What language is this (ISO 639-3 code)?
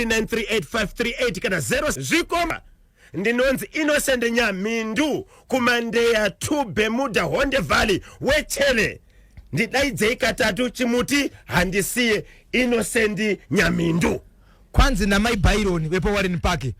sna